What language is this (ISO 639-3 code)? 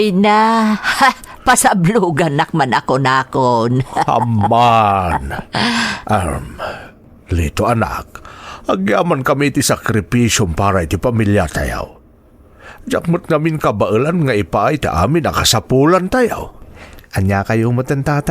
ilo